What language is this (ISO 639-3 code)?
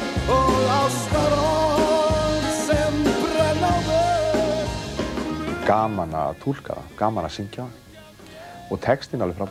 isl